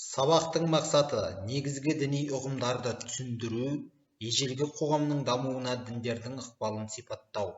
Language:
Kazakh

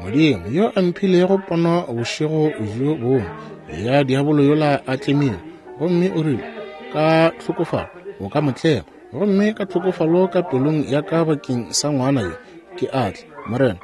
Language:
Northern Sotho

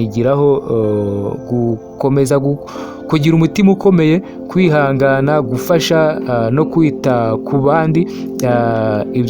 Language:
Kinyarwanda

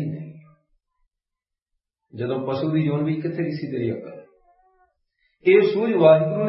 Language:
Punjabi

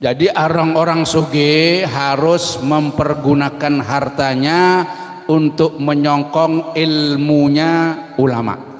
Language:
Banjar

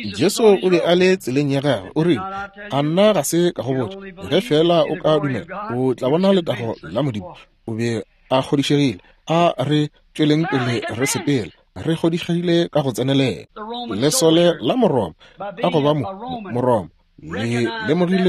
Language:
Northern Sotho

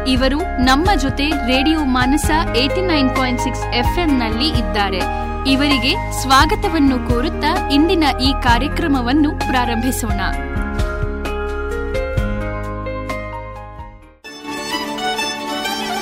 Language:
Kannada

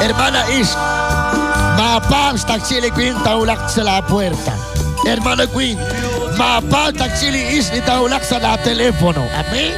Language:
Kekchí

